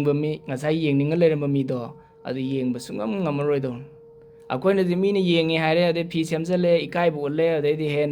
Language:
Manipuri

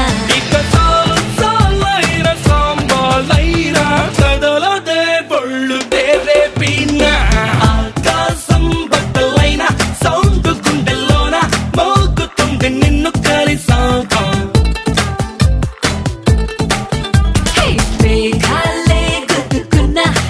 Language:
Telugu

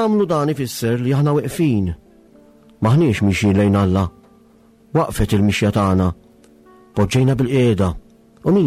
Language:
Maltese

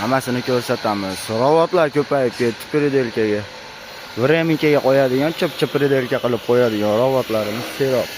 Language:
Uzbek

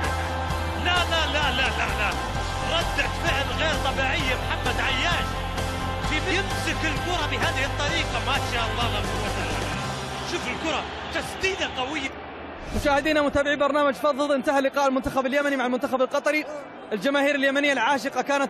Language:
Arabic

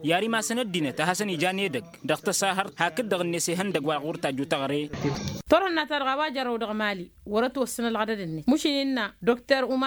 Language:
Tamasheq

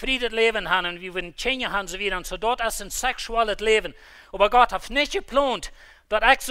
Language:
Plautdietsch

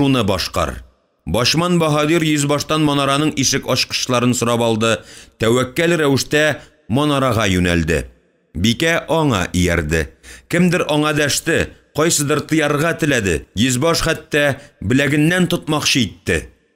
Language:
Tatar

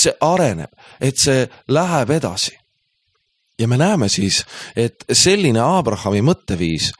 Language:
Estonian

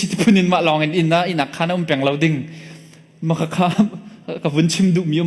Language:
Hakha Chin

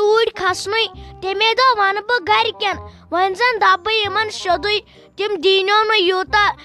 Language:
Kashmiri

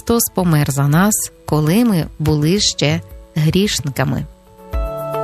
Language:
Ukrainian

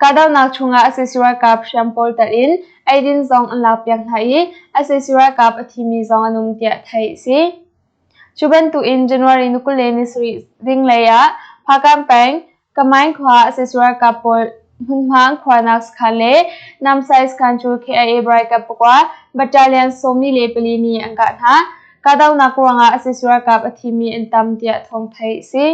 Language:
Hakha Chin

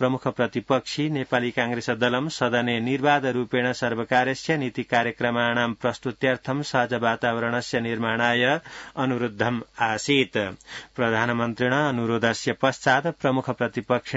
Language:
Sanskrit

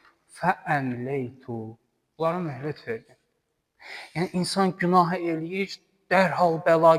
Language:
Azerbaijani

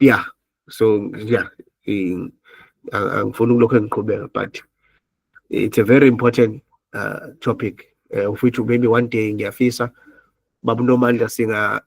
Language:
Zulu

